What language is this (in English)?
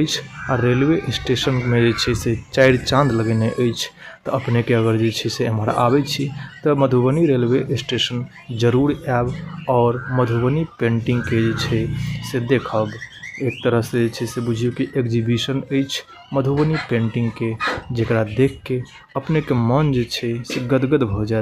Maithili